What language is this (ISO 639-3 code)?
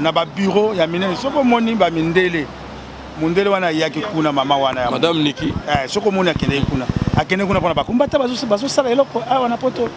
lin